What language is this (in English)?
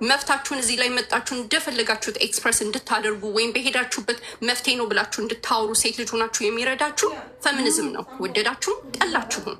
Amharic